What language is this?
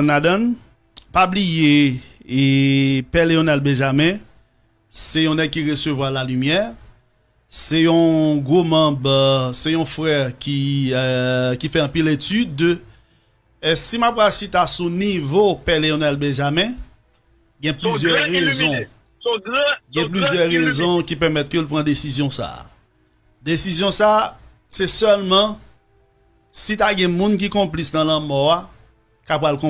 Haitian Creole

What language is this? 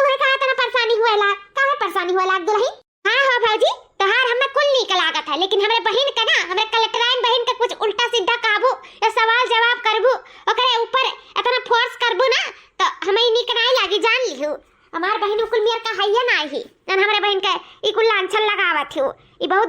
Awadhi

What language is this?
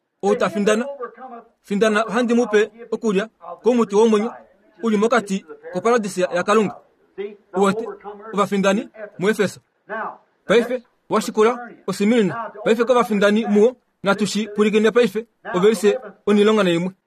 Kuanyama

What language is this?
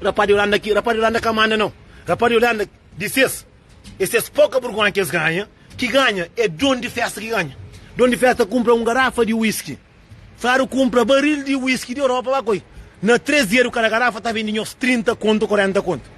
Kabuverdianu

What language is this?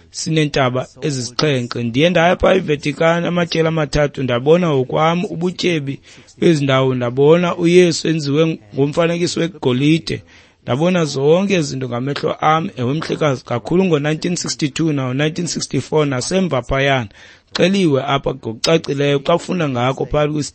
Xhosa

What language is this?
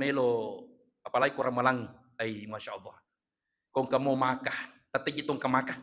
Buginese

